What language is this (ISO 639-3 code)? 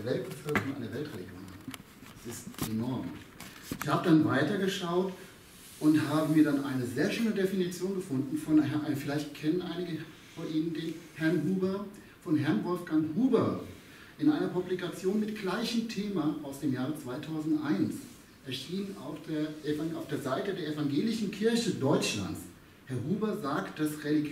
deu